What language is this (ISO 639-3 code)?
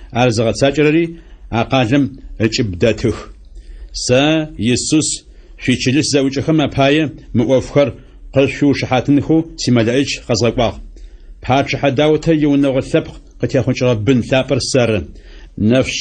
ady